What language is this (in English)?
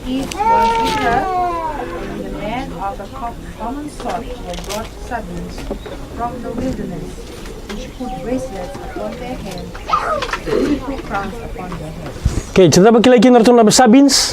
Fijian